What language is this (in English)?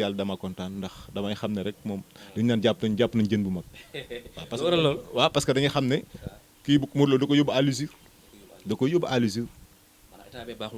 Wolof